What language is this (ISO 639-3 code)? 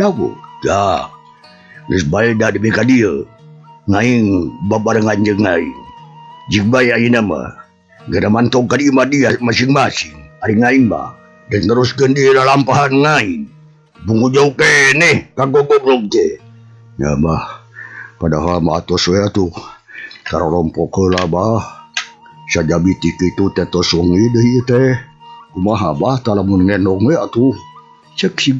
sun